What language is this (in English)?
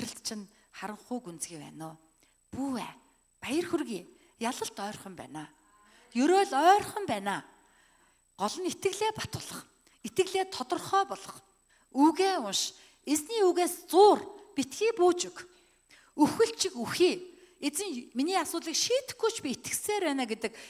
Mongolian